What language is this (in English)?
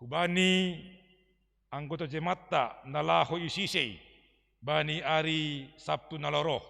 Batak Simalungun